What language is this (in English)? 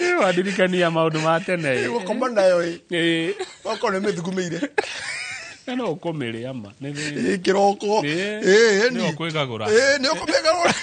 Kikuyu